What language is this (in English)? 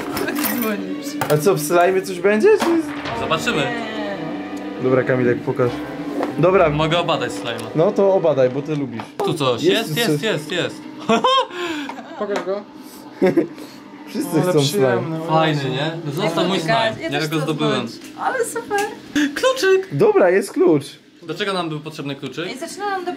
Polish